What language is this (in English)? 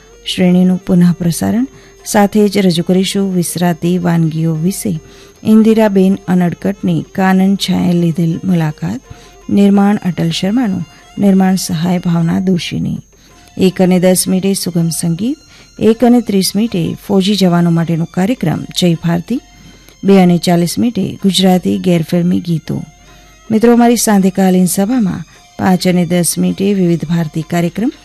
Gujarati